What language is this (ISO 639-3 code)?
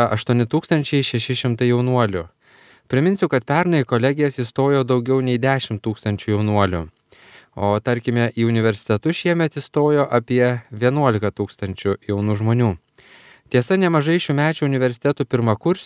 lit